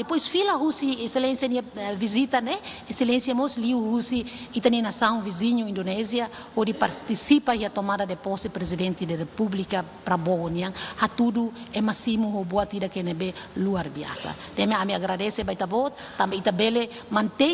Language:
Tetum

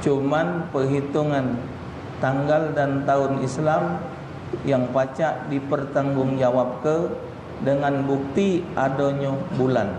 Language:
Musi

